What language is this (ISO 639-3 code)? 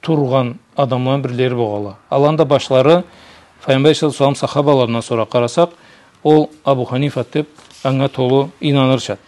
krc